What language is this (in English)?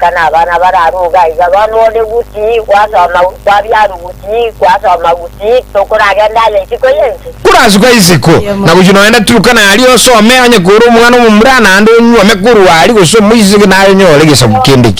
Gusii